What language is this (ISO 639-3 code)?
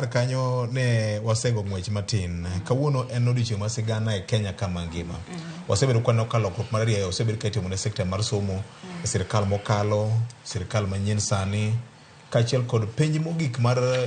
luo